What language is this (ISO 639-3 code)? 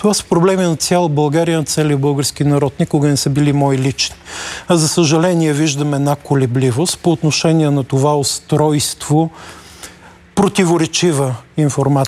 bul